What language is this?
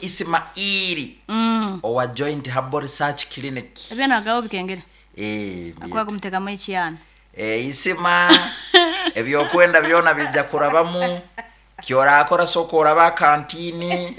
Nyankole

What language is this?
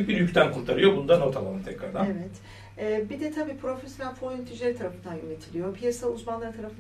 Turkish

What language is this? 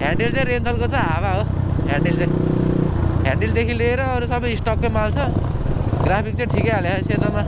Nepali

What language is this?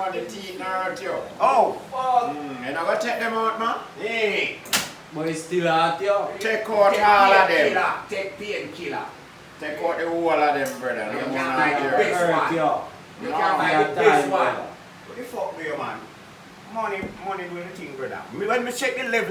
Jamaican Creole English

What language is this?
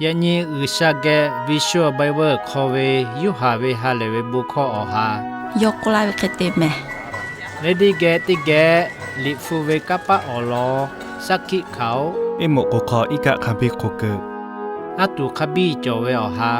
Lahu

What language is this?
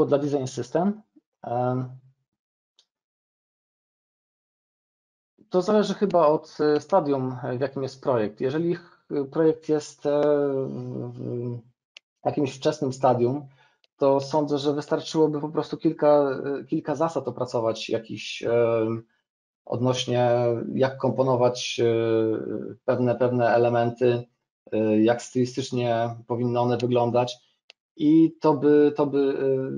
Polish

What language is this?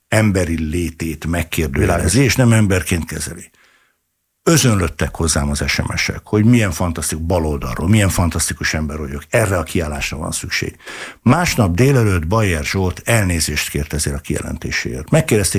Hungarian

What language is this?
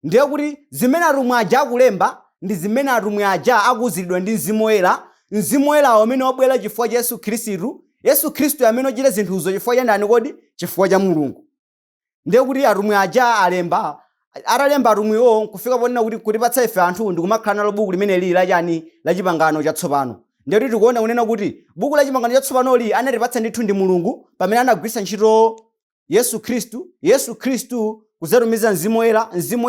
Nyanja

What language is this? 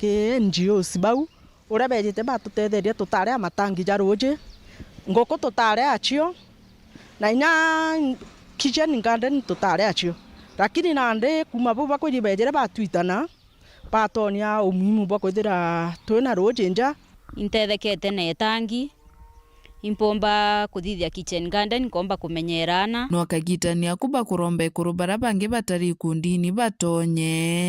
Meru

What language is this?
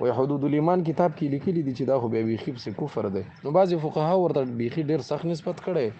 Pashto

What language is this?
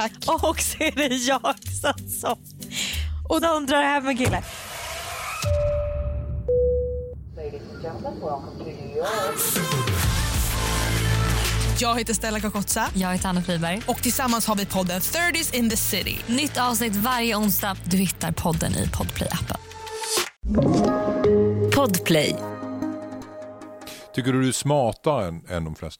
Swedish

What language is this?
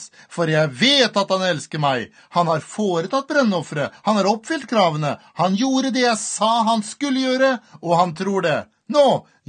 Norwegian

